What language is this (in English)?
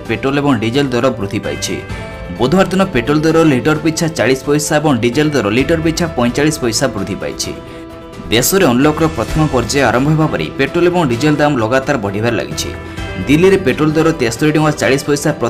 Odia